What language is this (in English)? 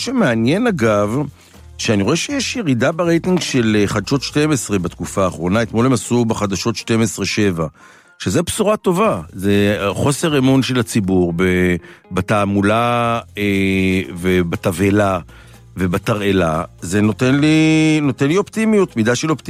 Hebrew